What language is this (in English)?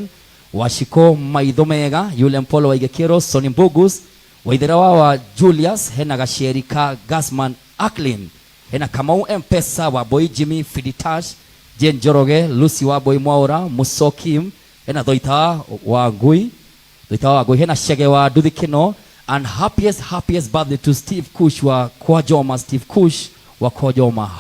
Kikuyu